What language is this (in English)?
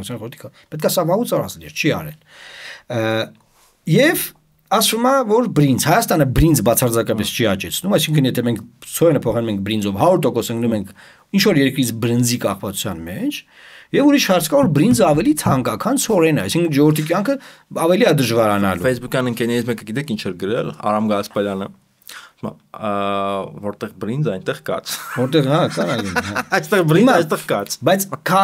Armenian